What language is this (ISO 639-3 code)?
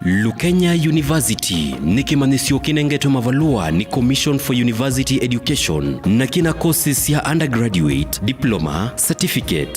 kam